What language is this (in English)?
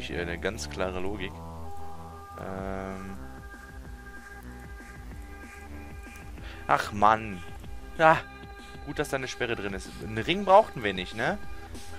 German